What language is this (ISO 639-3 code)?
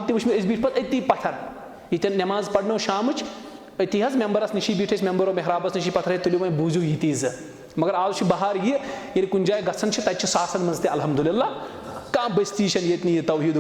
kas